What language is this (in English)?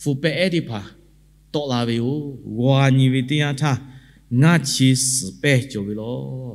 Lahu